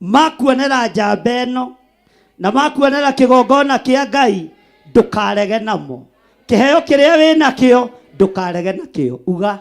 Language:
Kikuyu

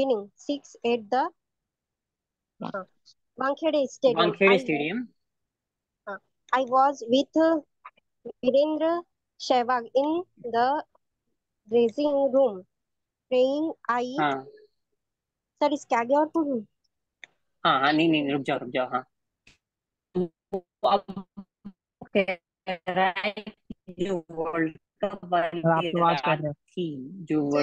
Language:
Hindi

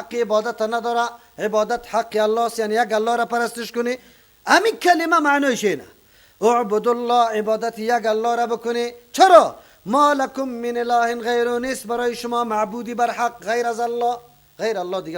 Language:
Persian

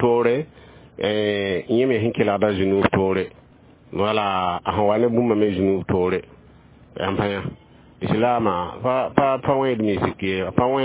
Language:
Mossi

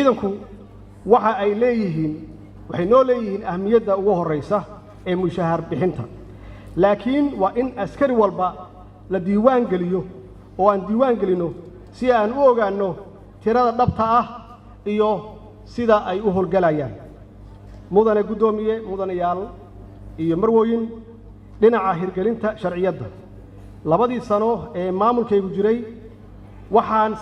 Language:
Somali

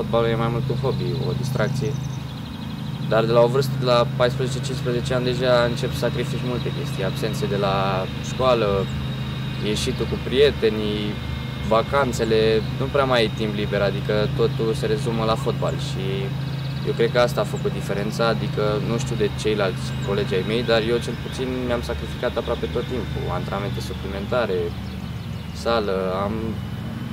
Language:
Romanian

